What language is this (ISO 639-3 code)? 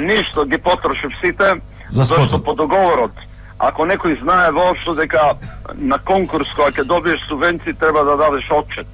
mkd